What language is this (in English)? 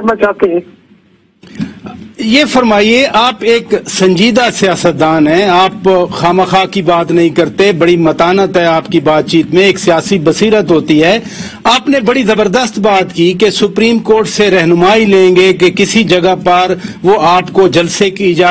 Urdu